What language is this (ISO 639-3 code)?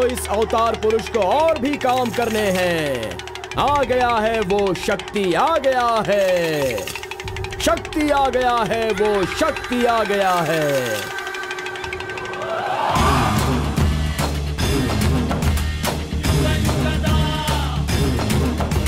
hin